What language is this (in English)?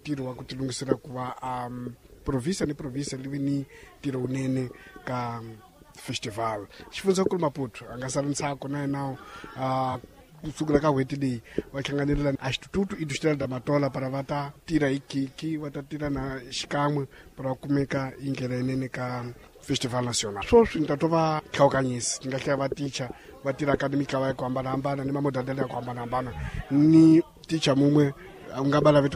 Tsonga